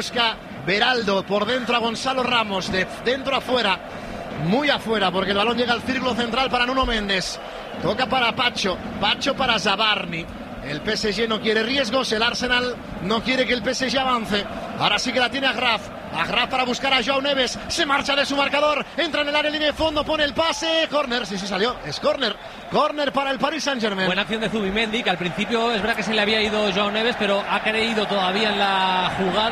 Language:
Spanish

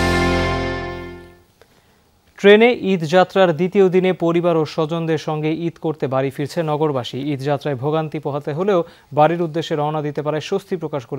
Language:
Bangla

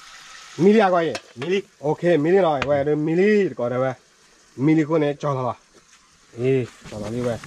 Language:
S'gaw Karen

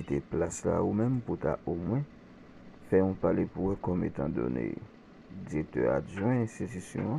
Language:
Haitian Creole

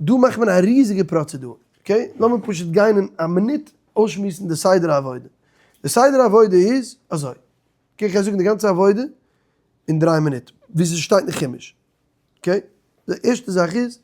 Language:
Yiddish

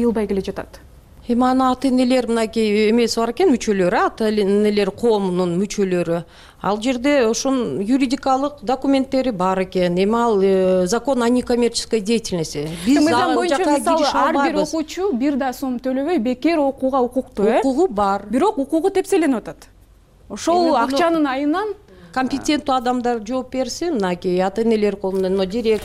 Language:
Kyrgyz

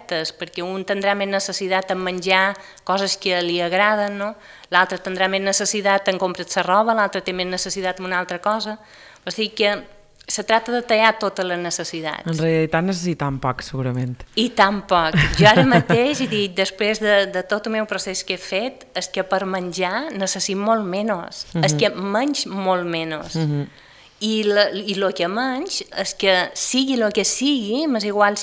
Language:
Catalan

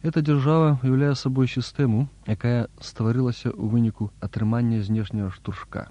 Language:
Belarusian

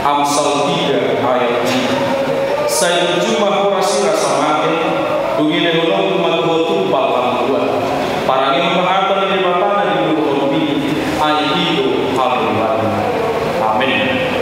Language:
Batak Toba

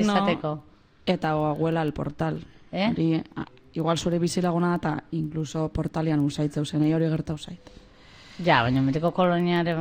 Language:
Basque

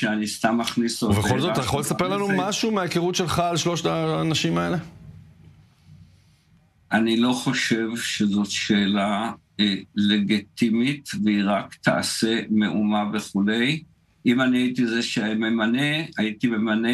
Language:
Hebrew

